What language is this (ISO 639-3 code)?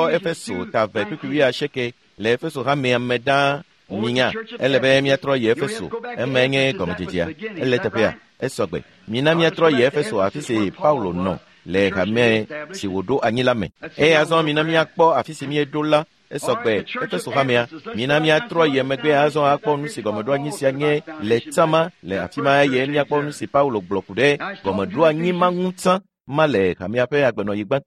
ewe